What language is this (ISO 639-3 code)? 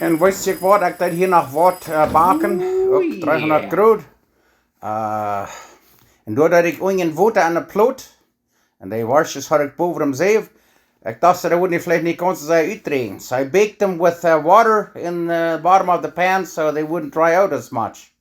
pdt